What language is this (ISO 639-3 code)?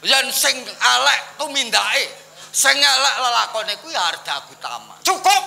jav